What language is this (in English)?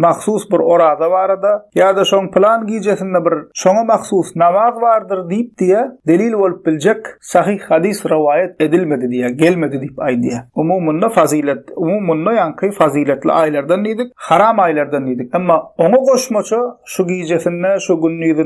Turkmen